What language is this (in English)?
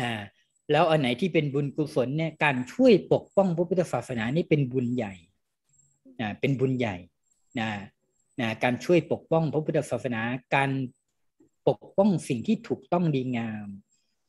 Thai